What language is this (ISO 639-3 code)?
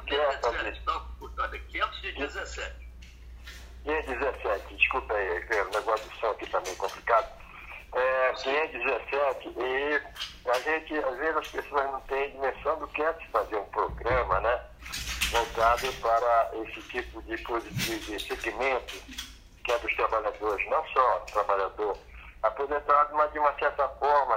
por